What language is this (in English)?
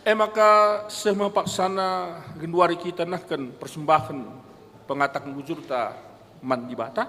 Batak Karo